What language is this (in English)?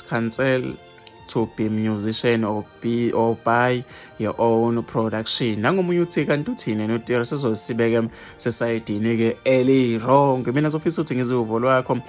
Zulu